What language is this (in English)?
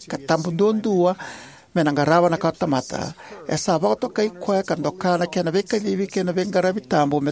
Fijian